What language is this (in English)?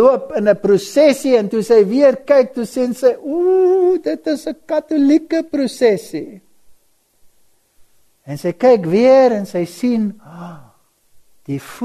Afrikaans